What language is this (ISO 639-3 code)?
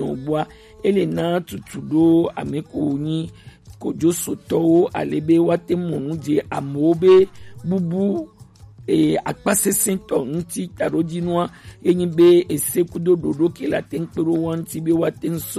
gej